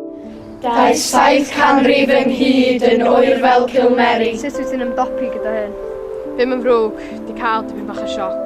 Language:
Welsh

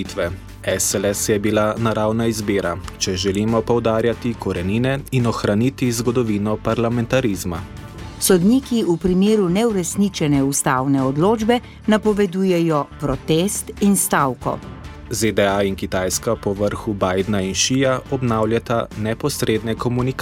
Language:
Slovenian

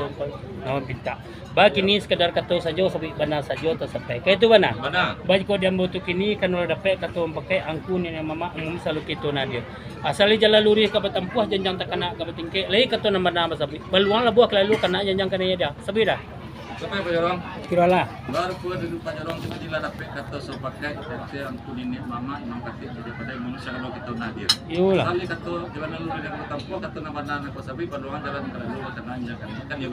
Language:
Minangkabau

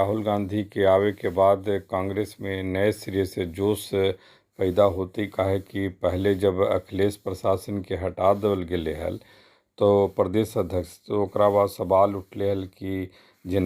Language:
Magahi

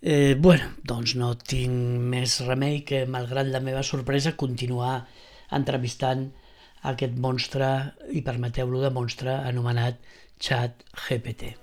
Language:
Catalan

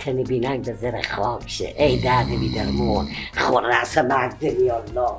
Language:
Persian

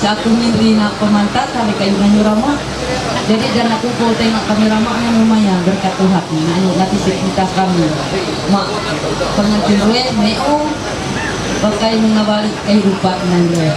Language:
Ma'anyan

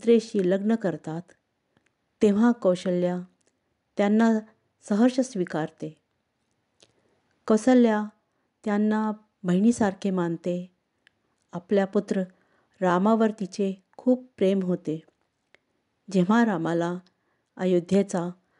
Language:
Marathi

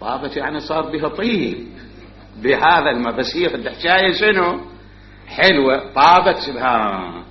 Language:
Mesopotamian Arabic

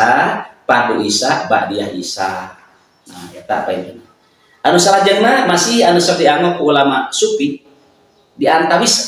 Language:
Sundanese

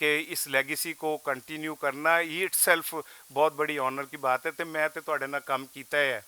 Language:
Western Panjabi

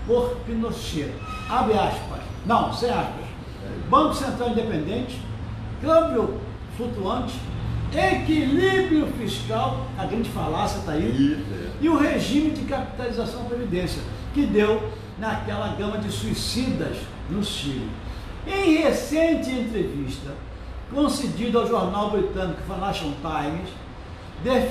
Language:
Portuguese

